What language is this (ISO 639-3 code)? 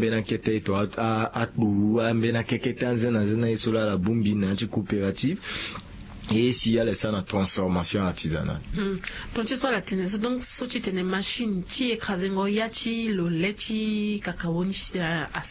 sag